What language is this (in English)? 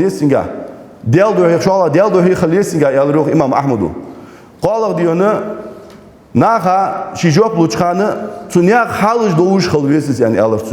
Ingush